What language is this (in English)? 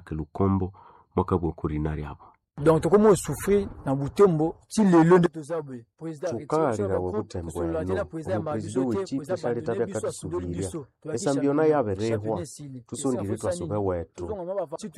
Nande